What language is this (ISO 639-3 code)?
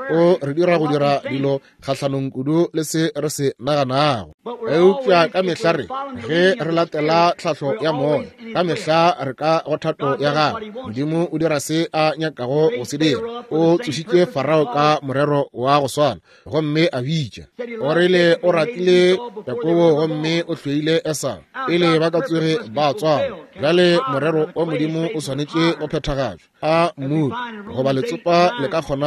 nso